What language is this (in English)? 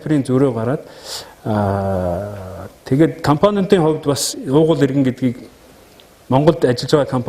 Mongolian